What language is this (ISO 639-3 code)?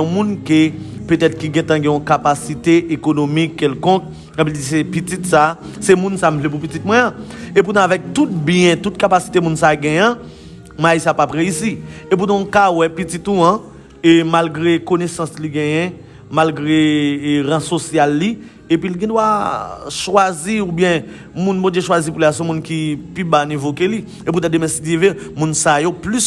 hat